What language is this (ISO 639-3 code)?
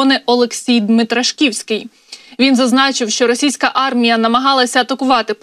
ukr